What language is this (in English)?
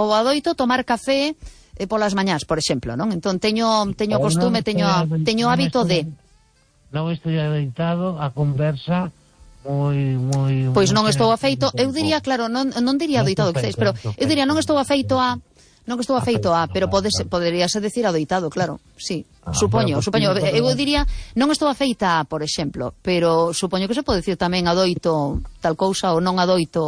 Galician